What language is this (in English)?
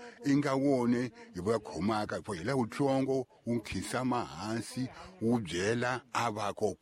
Tsonga